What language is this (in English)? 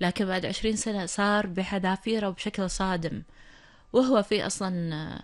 Gulf Arabic